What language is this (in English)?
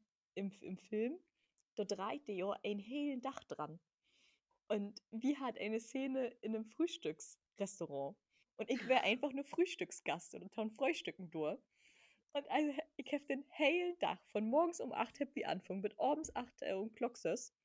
Low German